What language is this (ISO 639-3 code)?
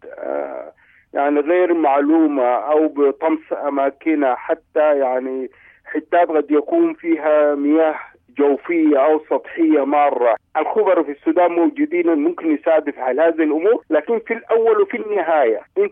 apd